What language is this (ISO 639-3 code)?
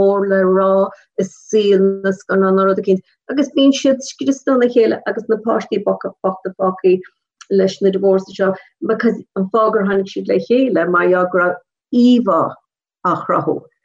gle